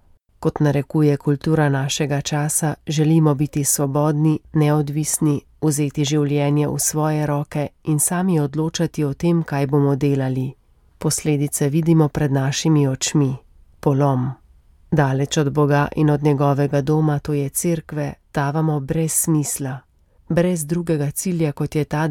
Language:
Slovenian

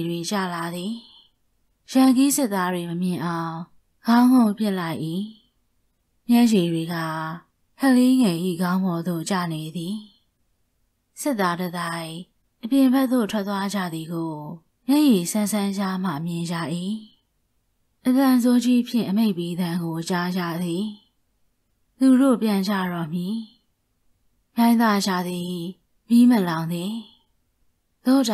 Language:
Burmese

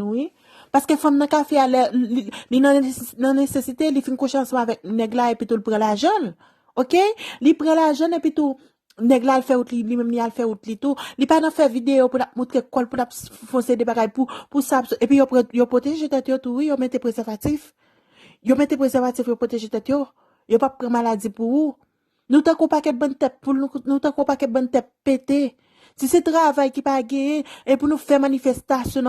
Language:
Haitian Creole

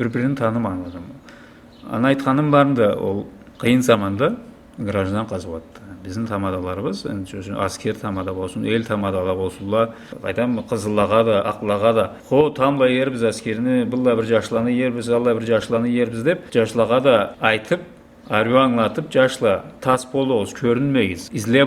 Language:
Karachay-Balkar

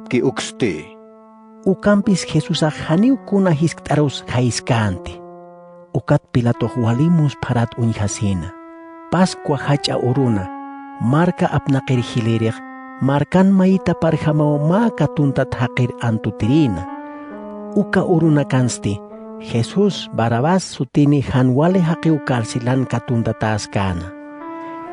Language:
Aymara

